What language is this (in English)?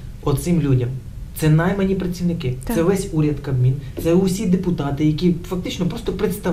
Ukrainian